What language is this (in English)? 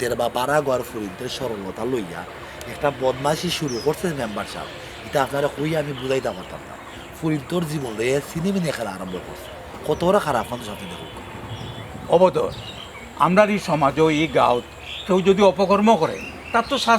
Sylheti